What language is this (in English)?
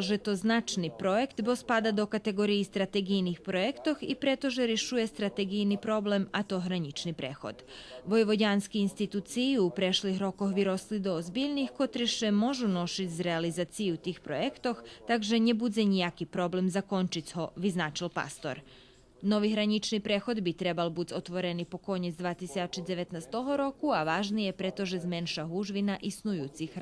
Rusyn